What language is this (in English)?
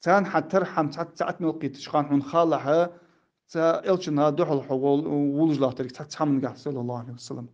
Ingush